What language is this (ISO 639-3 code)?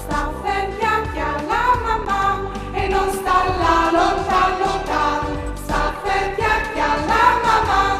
fur